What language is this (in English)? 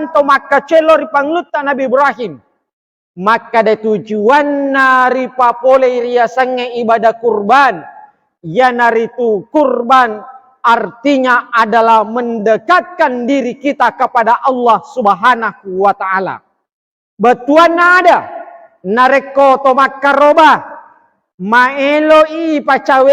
Buginese